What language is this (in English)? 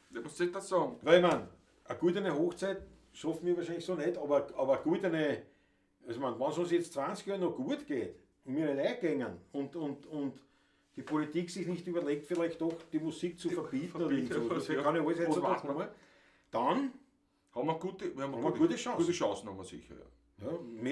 Bavarian